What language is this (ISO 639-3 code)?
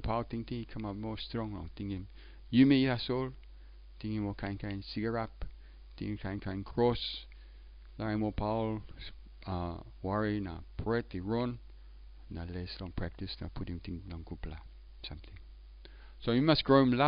tpi